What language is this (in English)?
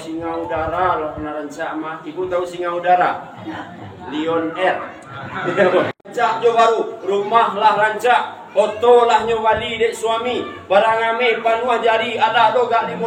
Minangkabau